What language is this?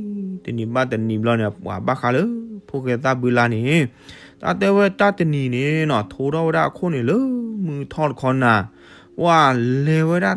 S'gaw Karen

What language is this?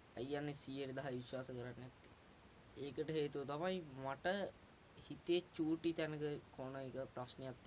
Sinhala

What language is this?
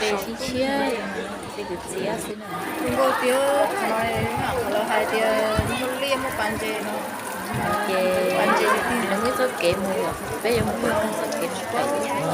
Hmong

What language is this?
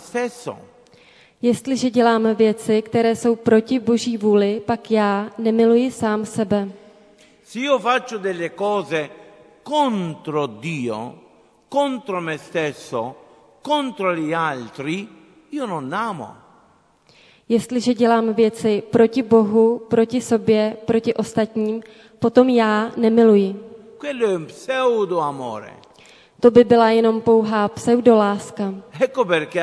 Czech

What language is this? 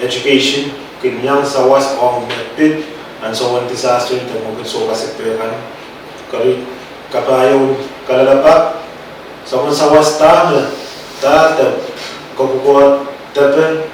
Pohnpeian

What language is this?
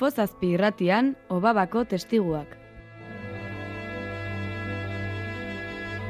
Basque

